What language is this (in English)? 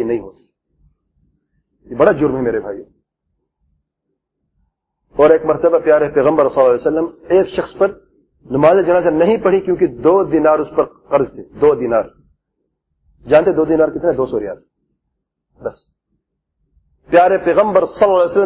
Urdu